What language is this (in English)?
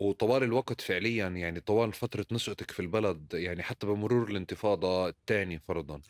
North Levantine Arabic